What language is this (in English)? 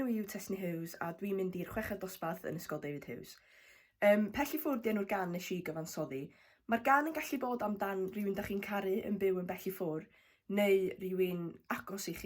Welsh